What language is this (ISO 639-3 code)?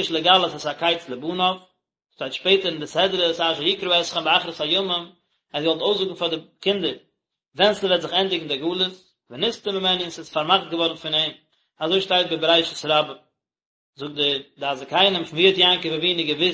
yid